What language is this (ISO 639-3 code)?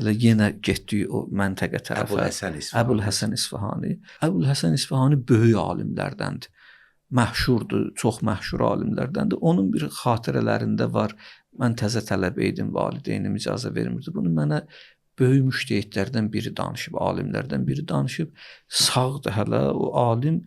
aze